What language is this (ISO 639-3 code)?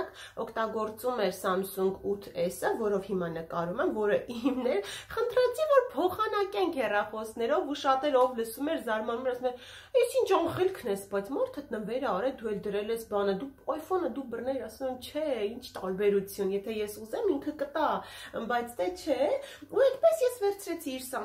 hye